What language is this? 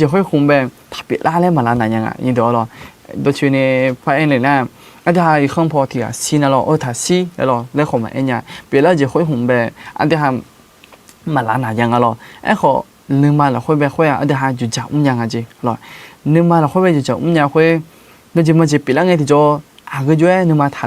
Akha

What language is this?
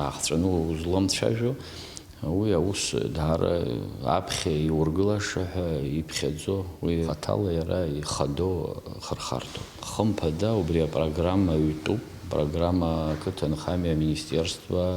Abkhazian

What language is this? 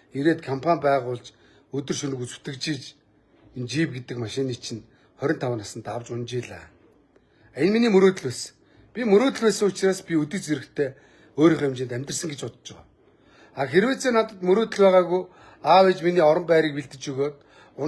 Mongolian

